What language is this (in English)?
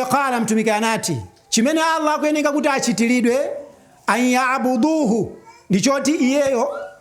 Nyanja